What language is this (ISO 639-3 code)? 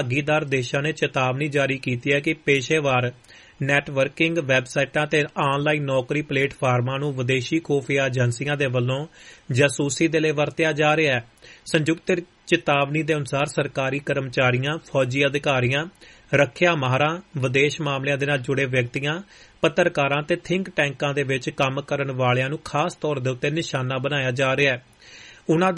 pan